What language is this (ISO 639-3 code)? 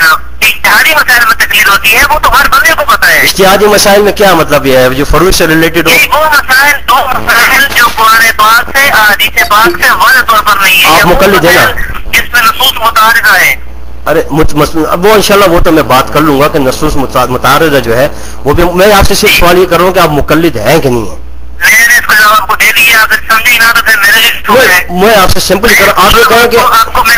urd